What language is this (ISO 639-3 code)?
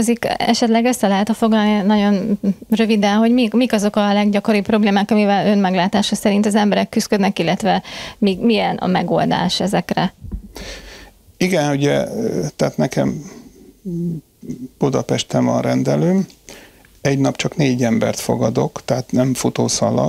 hun